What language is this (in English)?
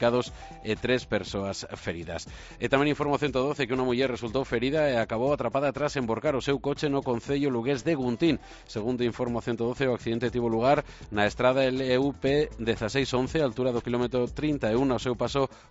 Galician